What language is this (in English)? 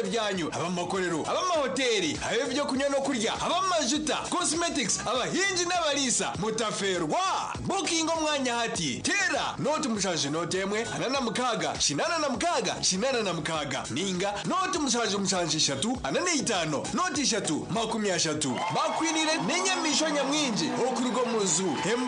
Nyankole